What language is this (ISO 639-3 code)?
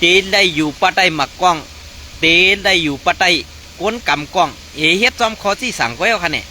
shn